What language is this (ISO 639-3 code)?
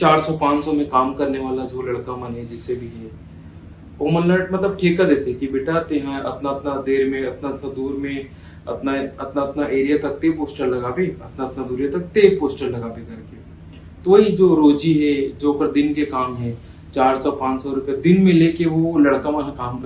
hne